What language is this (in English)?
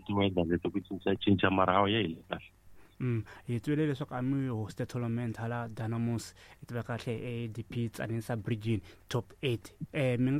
Tsonga